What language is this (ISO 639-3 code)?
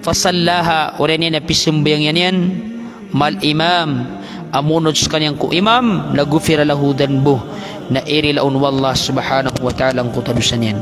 mrw